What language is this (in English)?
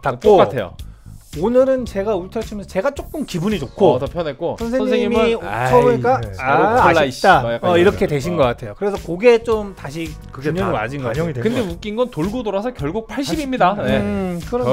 Korean